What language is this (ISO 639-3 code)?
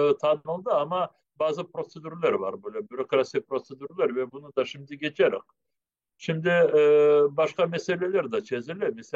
crh